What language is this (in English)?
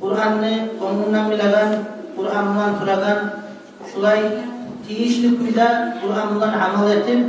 Kumyk